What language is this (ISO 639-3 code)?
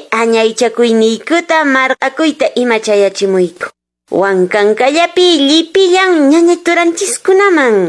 que